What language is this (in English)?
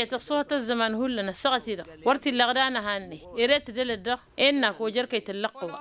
Tamasheq